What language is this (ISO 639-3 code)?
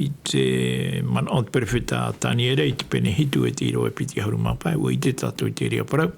tah